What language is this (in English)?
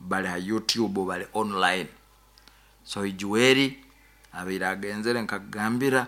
Nyankole